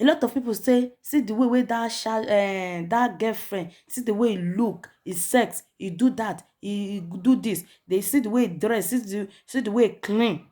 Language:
Nigerian Pidgin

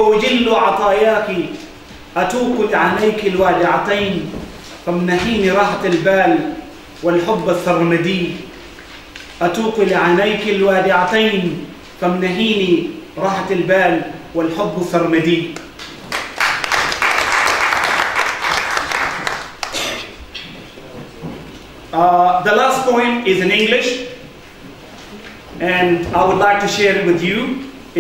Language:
Arabic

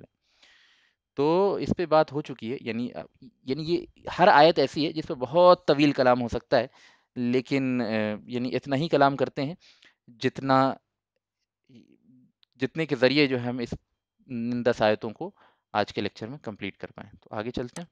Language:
Urdu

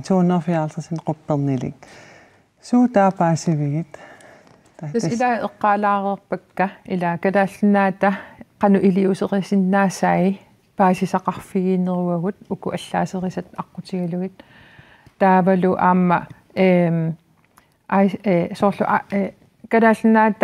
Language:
Kalaallisut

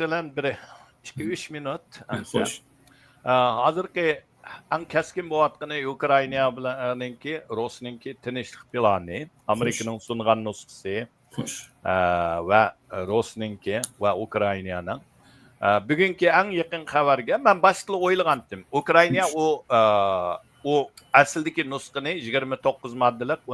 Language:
Uyghur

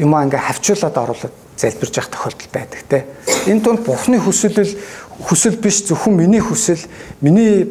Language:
Mongolian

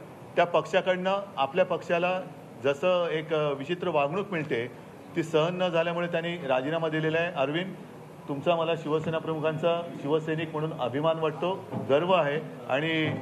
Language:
Marathi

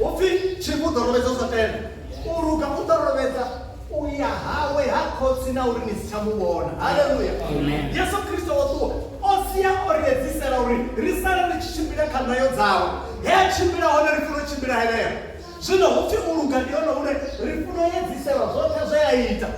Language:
Venda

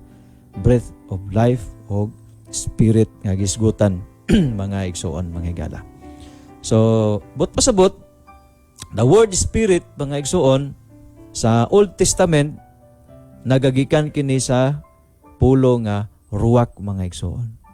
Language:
Cebuano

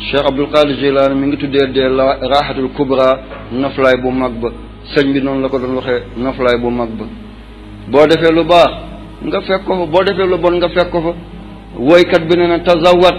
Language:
Wolof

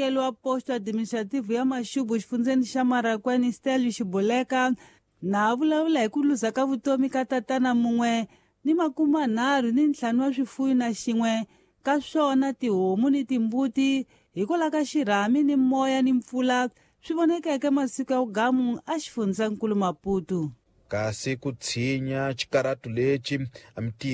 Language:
Tsonga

